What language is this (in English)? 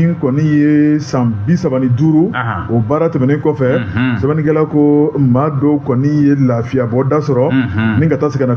Bambara